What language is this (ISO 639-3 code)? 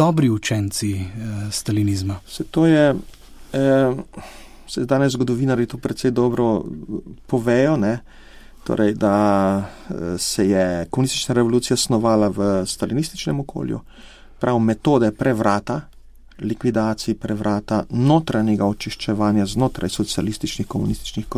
slv